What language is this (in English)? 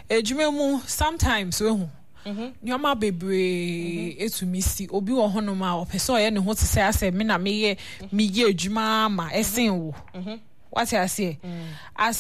Akan